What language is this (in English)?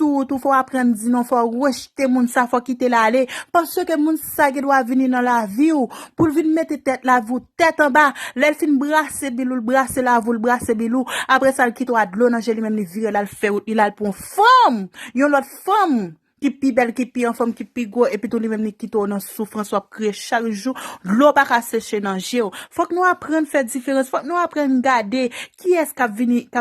Haitian Creole